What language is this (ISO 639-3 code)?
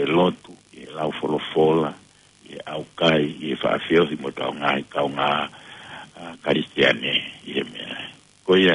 ton